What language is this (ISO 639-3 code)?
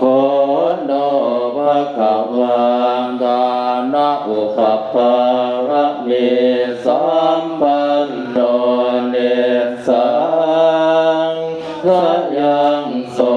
pli